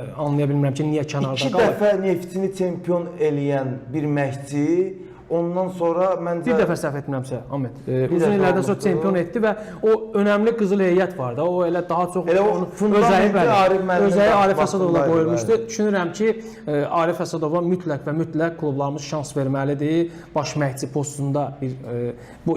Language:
Azerbaijani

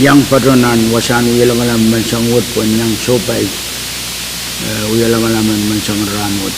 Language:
Pohnpeian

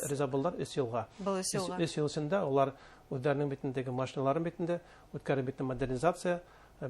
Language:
Bashkir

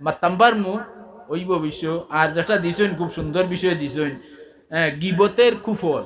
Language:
Sylheti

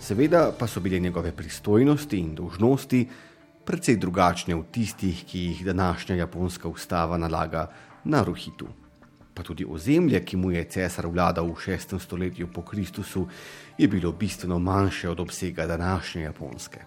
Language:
Slovenian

